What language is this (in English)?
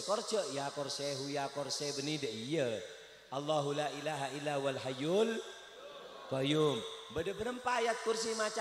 Madurese